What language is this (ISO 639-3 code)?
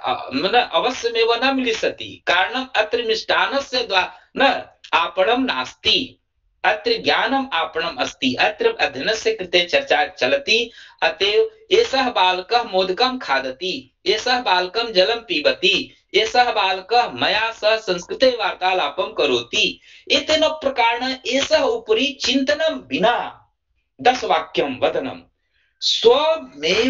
san